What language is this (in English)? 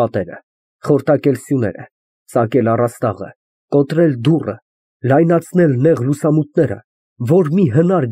Armenian